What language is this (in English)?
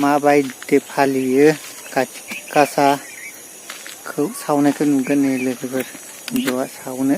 Bodo